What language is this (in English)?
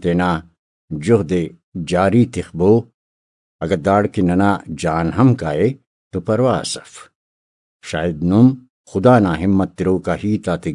Brahui